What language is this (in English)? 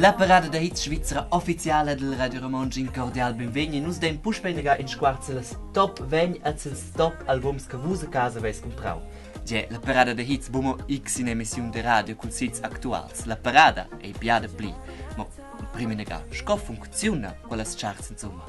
Romansh